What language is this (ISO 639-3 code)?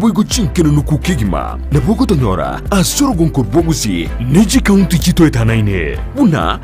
guz